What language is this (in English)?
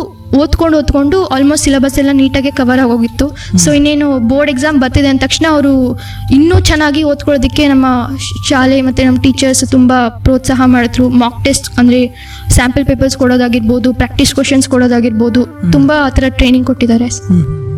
Kannada